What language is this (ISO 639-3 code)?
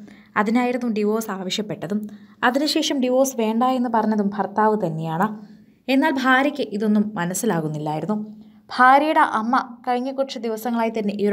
mal